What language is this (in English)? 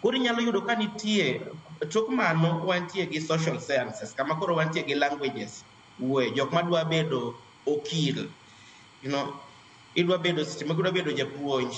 Luo (Kenya and Tanzania)